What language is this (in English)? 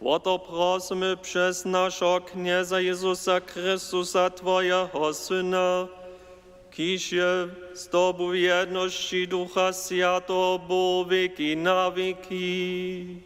Upper Sorbian